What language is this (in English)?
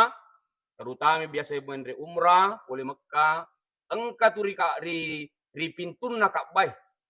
Buginese